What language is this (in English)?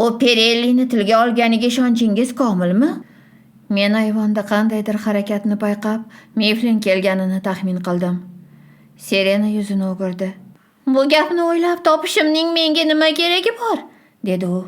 Uzbek